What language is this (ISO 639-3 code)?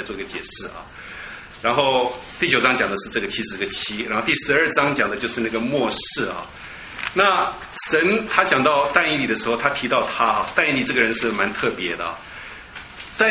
zho